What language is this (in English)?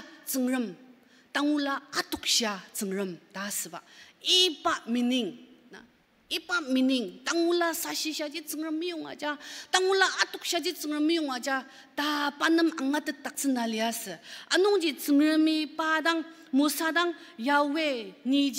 Ao Naga